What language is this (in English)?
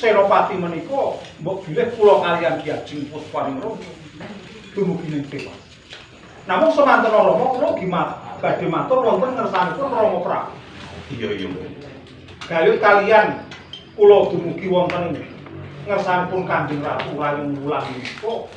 Javanese